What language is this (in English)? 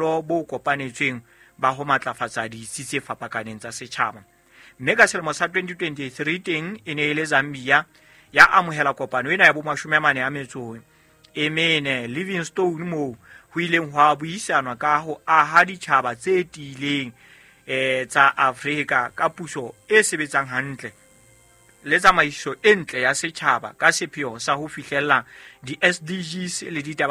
Southern Sotho